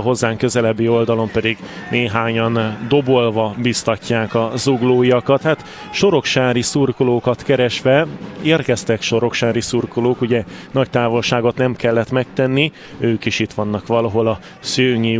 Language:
Hungarian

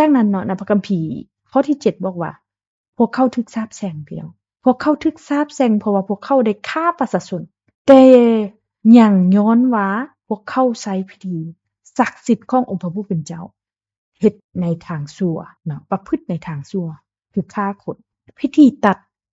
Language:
Lao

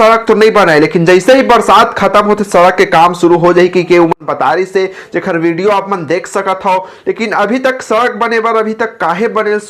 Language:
Chhattisgarhi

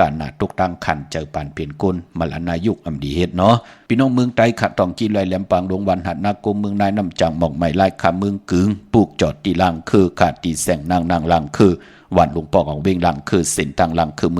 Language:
Shan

